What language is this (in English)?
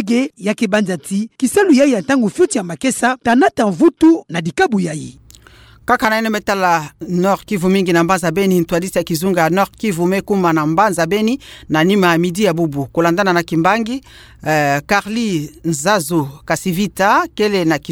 Kituba (Democratic Republic of Congo)